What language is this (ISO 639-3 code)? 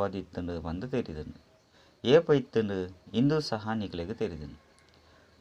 tcy